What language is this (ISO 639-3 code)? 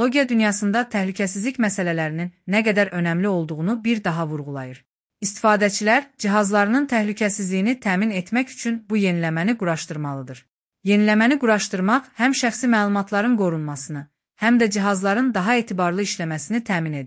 aze